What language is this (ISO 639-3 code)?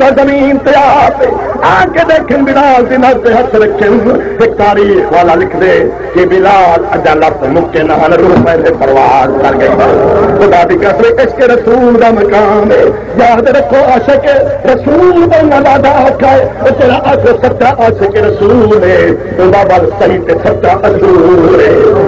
skr